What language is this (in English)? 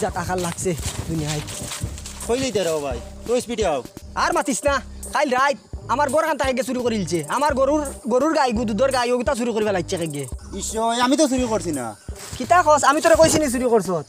Sylheti